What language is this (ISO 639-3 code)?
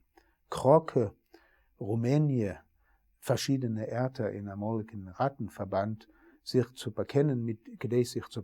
yid